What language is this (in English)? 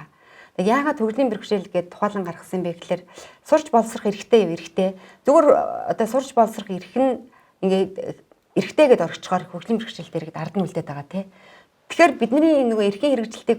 Mongolian